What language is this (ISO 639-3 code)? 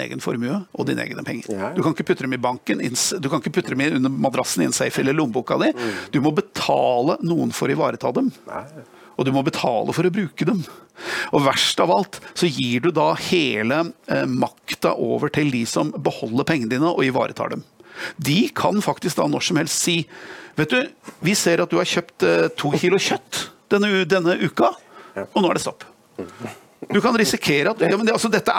nor